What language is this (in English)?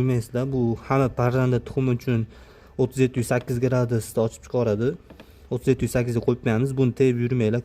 Uzbek